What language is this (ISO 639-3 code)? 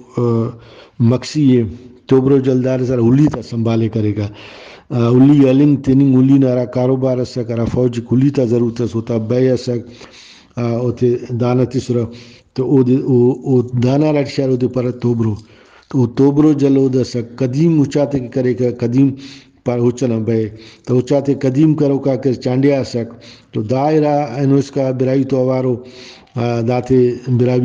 brh